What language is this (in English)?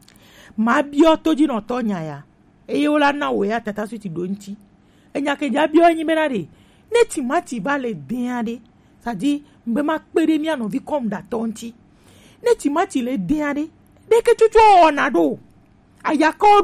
Gen